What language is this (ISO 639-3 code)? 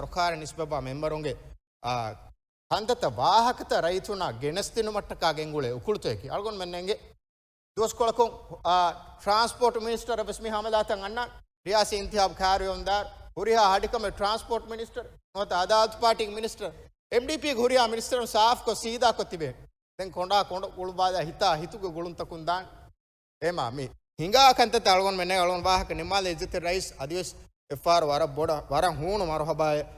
div